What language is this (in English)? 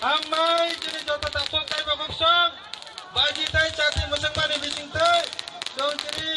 Kok Borok